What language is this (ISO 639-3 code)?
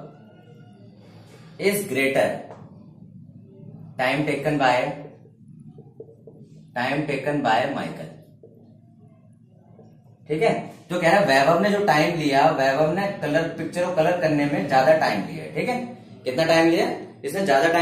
hin